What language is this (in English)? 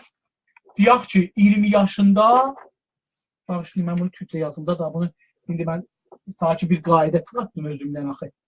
South Azerbaijani